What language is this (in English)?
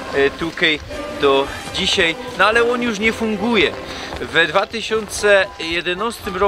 Silesian